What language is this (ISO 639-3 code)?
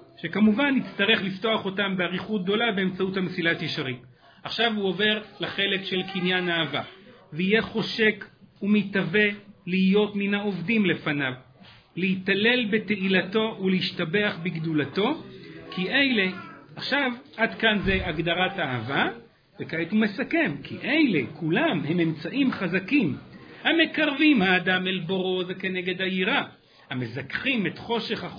heb